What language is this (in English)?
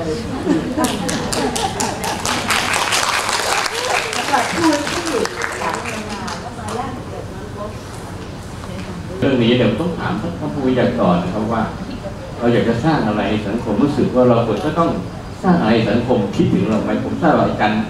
Thai